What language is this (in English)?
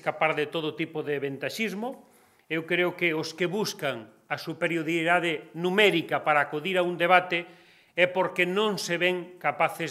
Galician